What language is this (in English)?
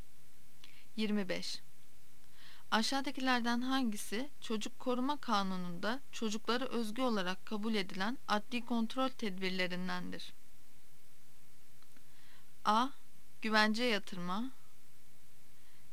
Turkish